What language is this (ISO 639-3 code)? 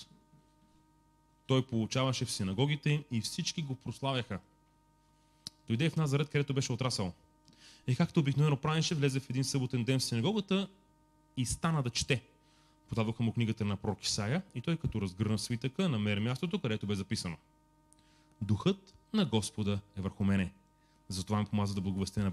bul